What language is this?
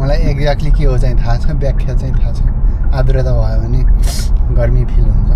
Nepali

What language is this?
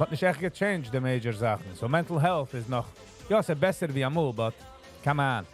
Yiddish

